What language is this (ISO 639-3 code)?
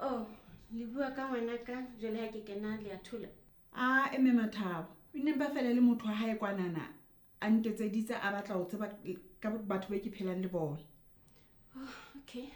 sot